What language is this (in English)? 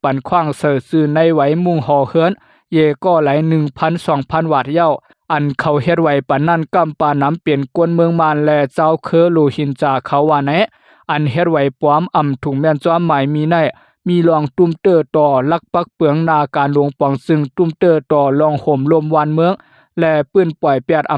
Lao